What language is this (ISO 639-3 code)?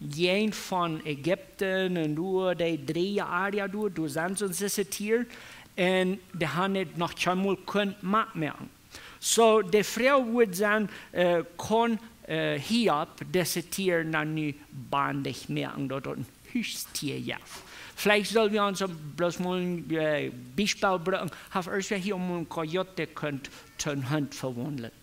pdt